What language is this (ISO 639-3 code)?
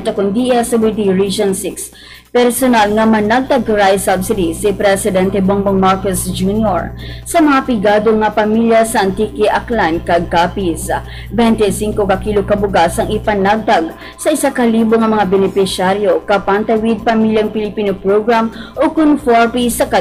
hil